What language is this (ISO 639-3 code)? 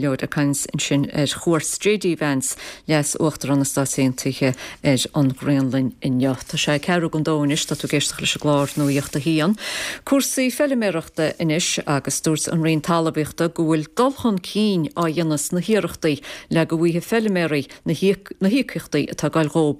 gle